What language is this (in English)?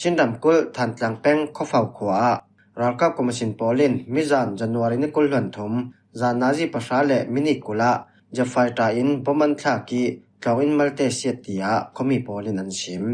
Falam Chin